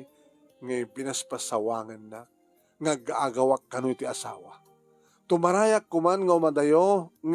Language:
Iloko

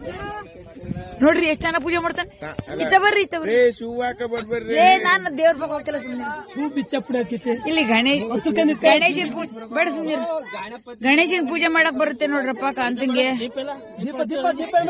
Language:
Kannada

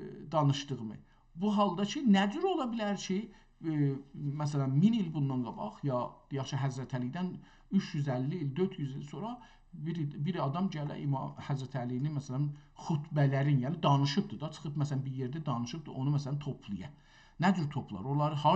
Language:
South Azerbaijani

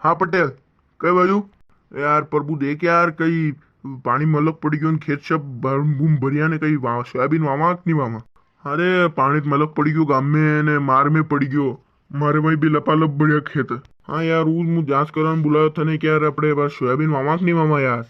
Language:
Rajasthani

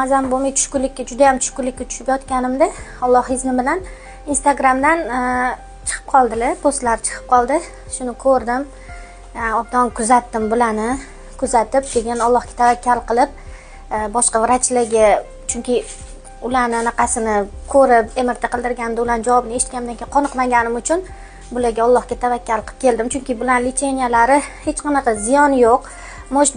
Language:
Uzbek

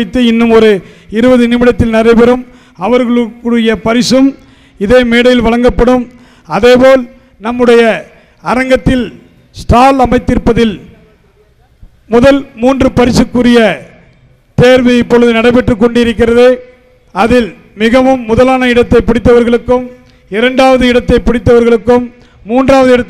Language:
Tamil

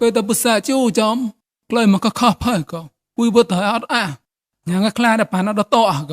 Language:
Mon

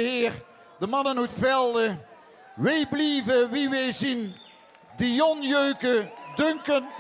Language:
Limburgish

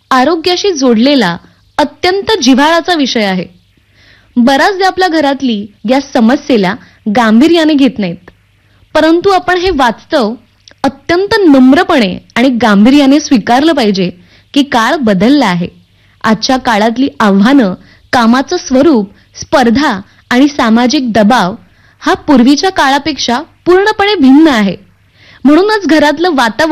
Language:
Marathi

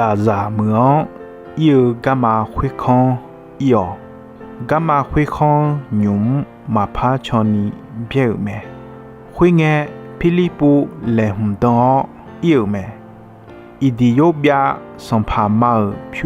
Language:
Akha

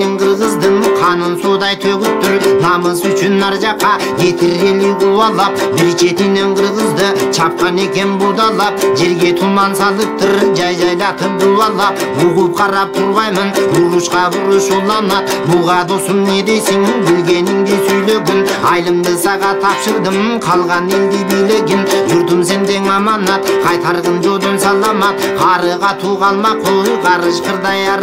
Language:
Kyrgyz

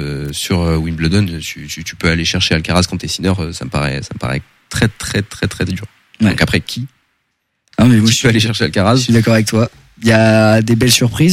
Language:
French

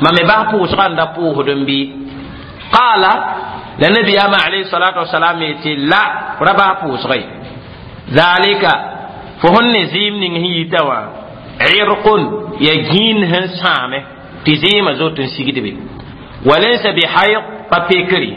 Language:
Mossi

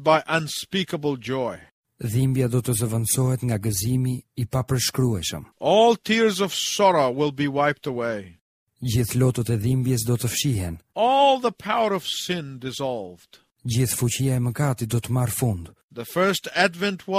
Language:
Albanian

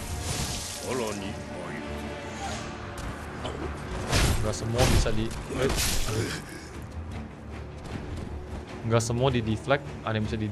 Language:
Indonesian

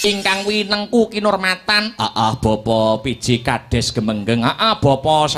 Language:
Javanese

